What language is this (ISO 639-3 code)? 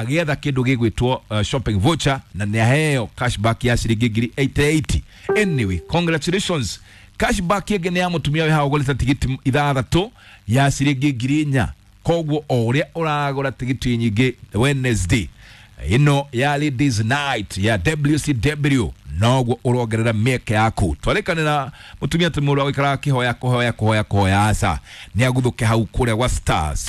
kik